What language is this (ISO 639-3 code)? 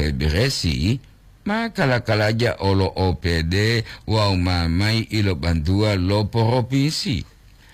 gor